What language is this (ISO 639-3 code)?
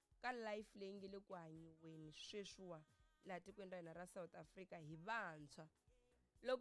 tso